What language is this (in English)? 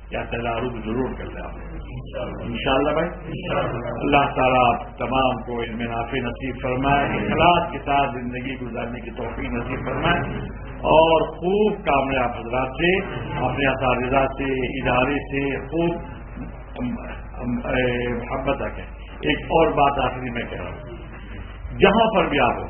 Urdu